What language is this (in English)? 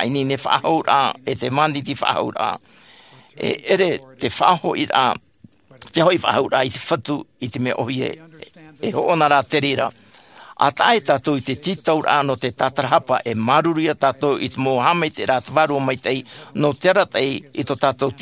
Tahitian